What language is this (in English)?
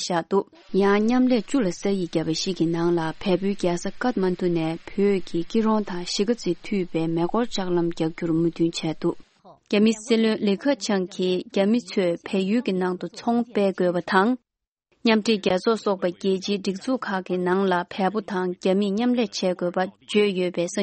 Tibetan